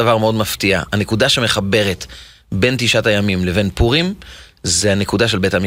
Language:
Hebrew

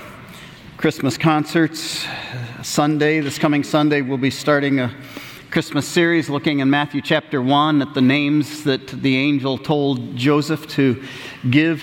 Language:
English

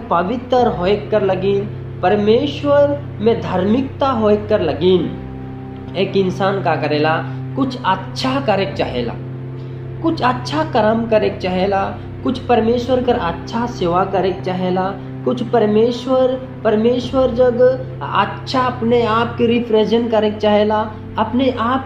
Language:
Sadri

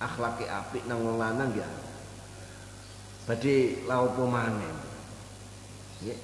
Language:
Indonesian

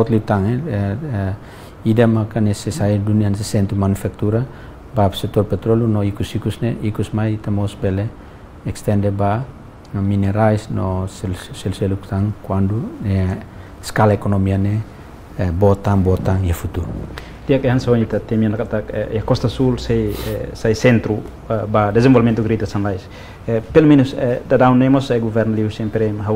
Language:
Tetum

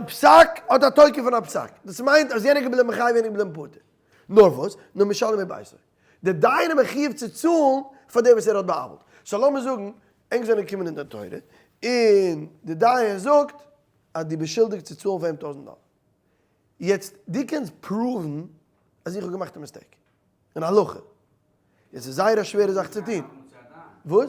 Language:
Yiddish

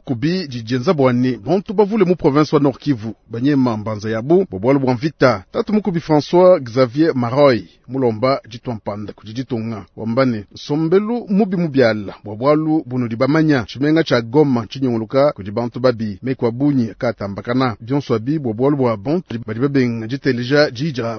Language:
Luba-Lulua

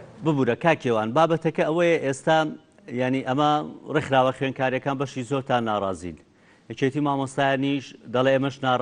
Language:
Central Kurdish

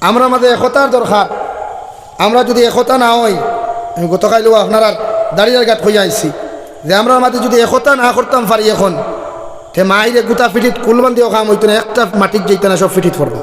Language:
Sylheti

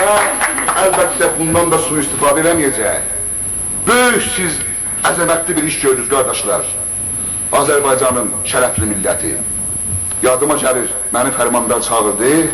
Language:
South Azerbaijani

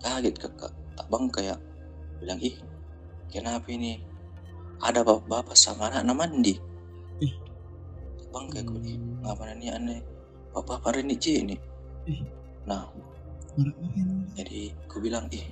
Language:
Makassar Malay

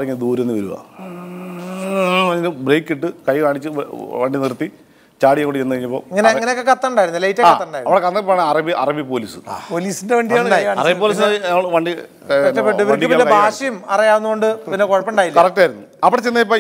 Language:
Malayalam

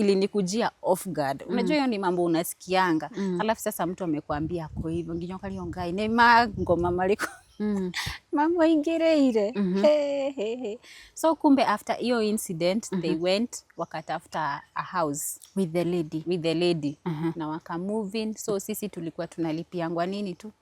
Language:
Kikuyu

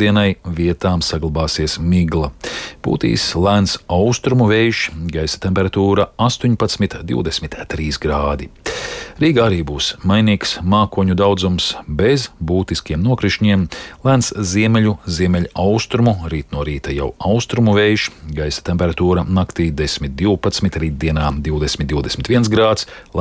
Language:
Latvian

